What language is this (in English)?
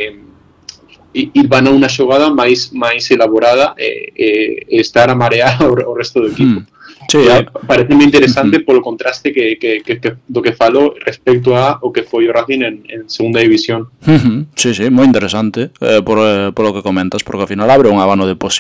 Galician